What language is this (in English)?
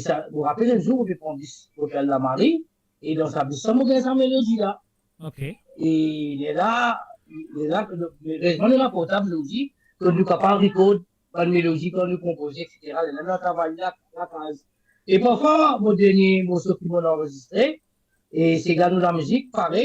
Morisyen